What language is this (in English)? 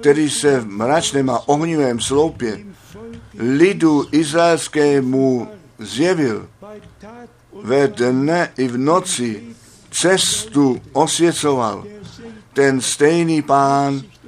Czech